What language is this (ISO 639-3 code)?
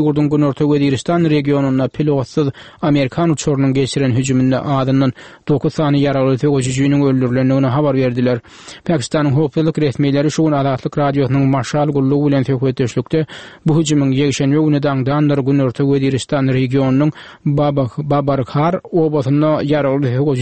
tuk